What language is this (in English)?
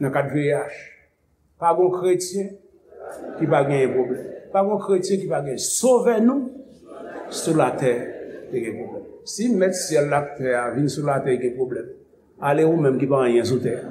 Haitian Creole